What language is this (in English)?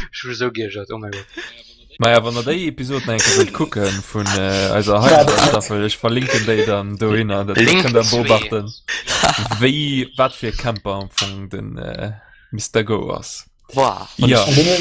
Luxembourgish